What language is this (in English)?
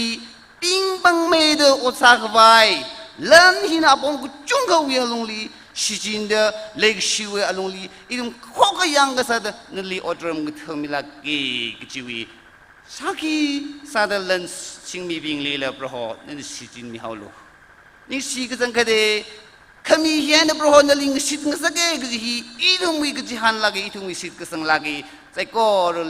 Tangkhul Naga (India)